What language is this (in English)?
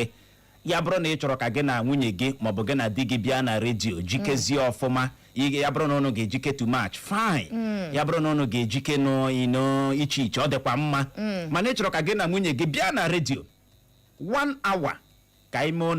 Igbo